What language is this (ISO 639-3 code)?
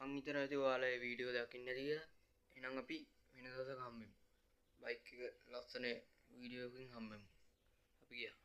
sin